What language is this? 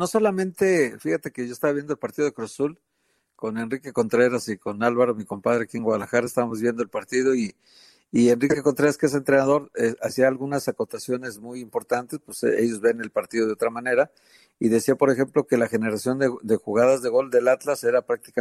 Spanish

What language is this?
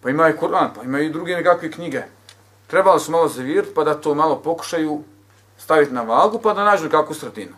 Bosnian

